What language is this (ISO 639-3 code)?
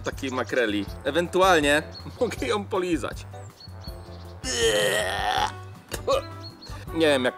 pol